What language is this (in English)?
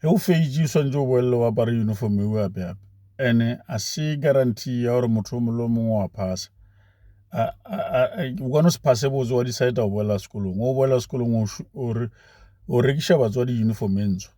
Northern Sotho